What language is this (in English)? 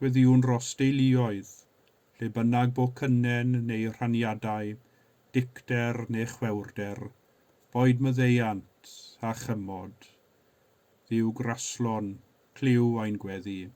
Welsh